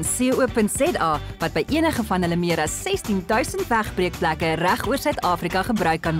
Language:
Afrikaans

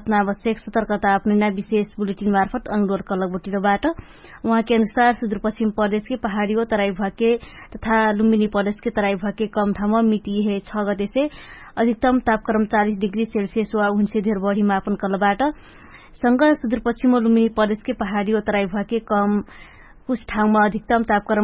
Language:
Dangaura Tharu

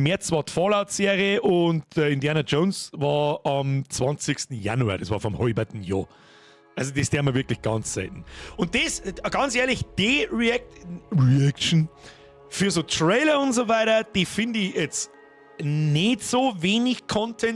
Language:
Bavarian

